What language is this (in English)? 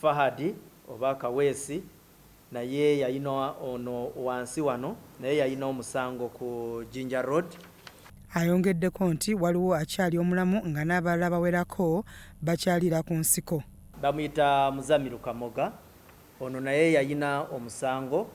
Ganda